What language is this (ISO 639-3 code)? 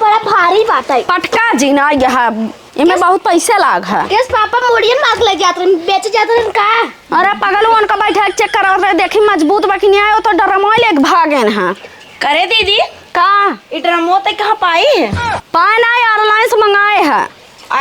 awa